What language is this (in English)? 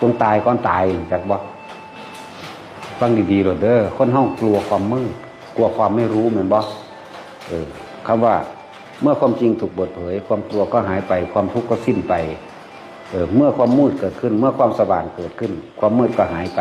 Northeastern Thai